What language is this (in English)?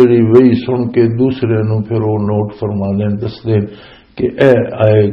Western Panjabi